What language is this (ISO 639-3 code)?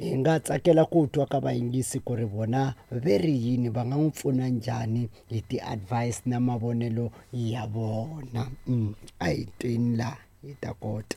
tso